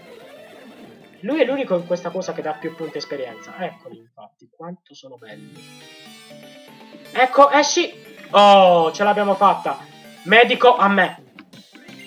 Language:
Italian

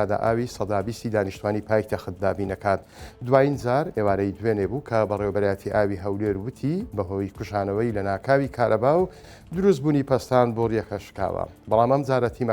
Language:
Central Kurdish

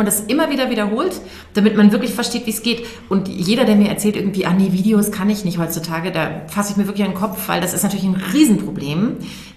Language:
German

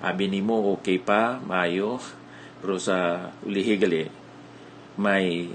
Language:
Hiligaynon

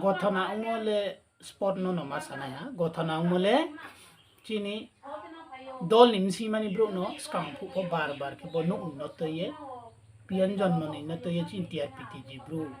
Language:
Riang (India)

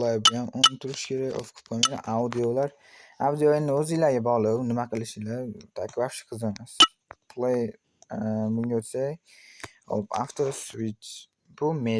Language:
Uzbek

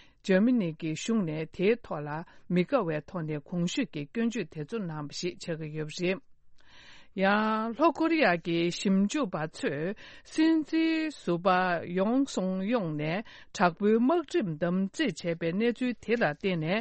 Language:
Tibetan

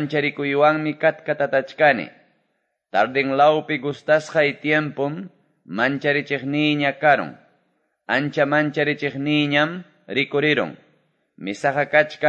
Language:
Quechua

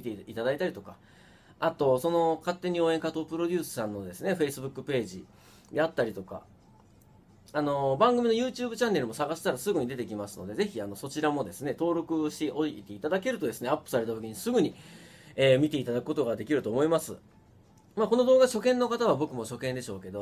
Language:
Japanese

